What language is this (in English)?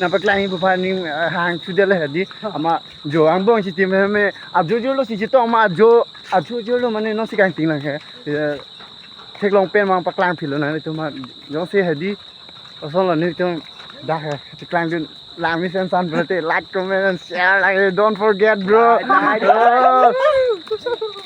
Karbi